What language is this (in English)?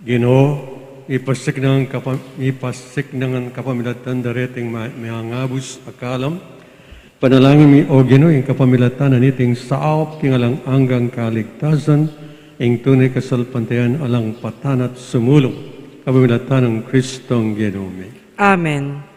Pampanga